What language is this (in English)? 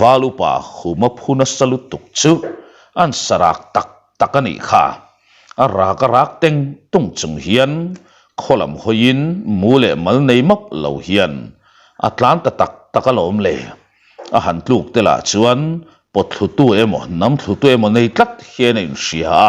Mizo